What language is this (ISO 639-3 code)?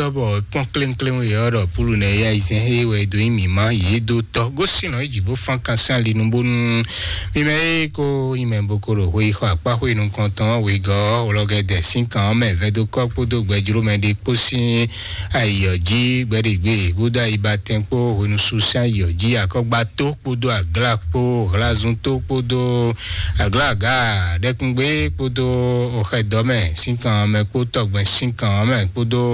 fon